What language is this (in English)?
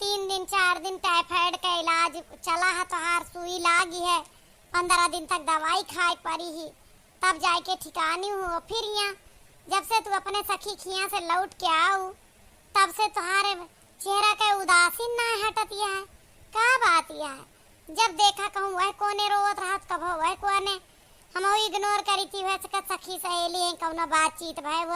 Awadhi